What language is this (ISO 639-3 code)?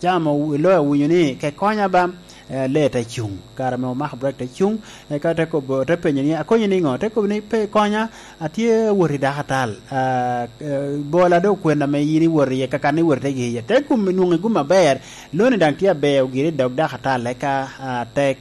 laj